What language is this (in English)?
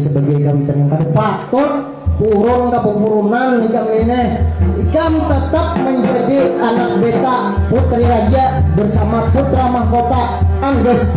Banjar